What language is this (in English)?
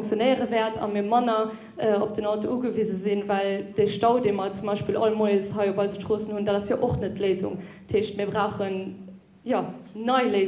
Luxembourgish